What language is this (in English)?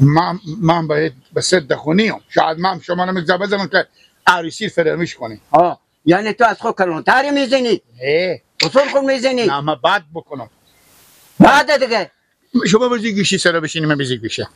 Persian